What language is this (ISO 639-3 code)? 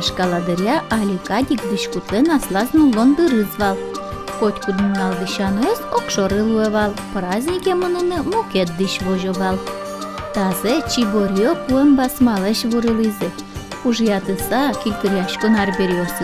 udm